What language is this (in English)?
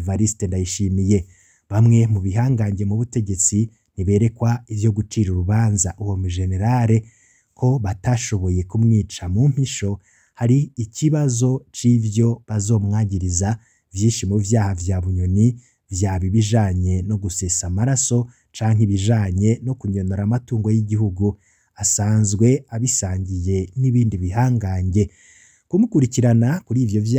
Rundi